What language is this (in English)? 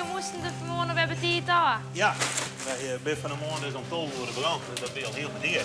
Western Frisian